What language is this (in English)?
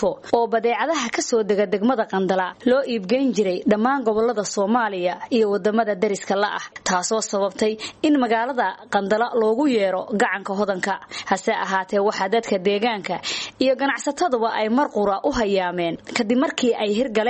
Somali